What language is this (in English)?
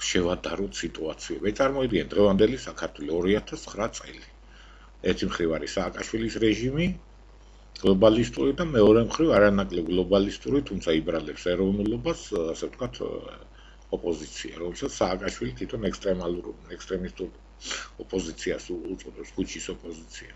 Georgian